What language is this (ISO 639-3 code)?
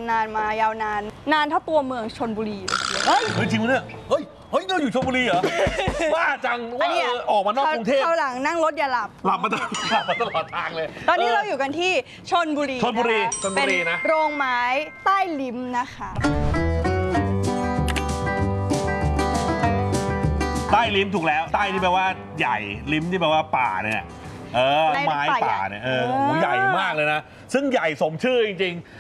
tha